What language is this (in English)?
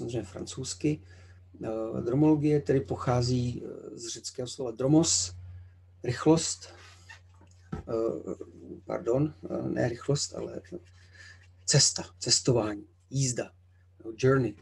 Czech